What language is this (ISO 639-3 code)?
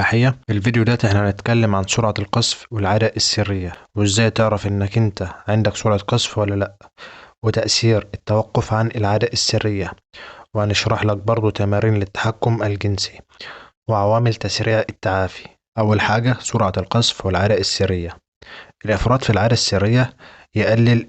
arz